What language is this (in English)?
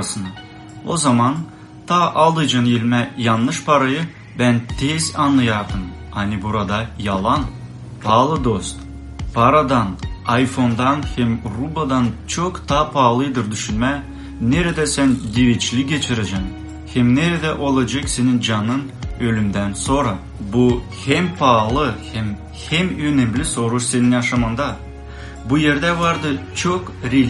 Gagauz